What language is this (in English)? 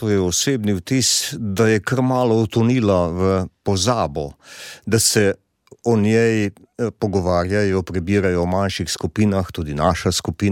Slovenian